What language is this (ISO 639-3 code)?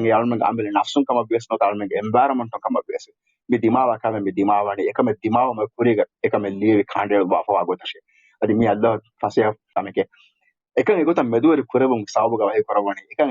div